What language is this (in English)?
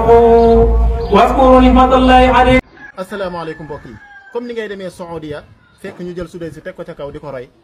Wolof